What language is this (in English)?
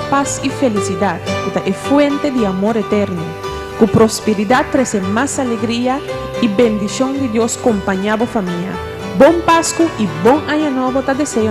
Papiamento